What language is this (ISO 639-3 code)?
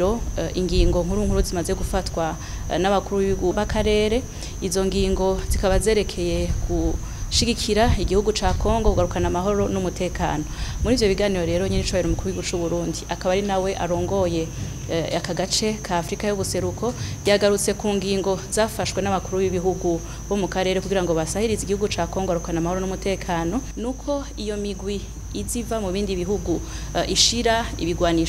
run